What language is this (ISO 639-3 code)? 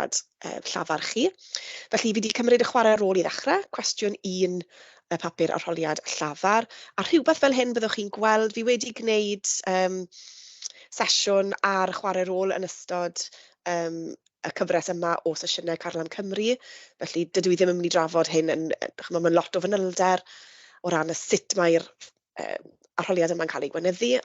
cym